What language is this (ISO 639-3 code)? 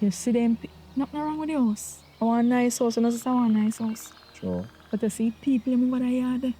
jam